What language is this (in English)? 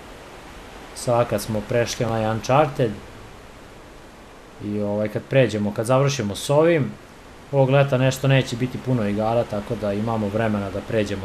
Serbian